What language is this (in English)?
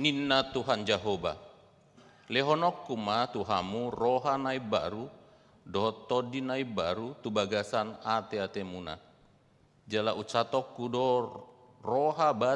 Batak Toba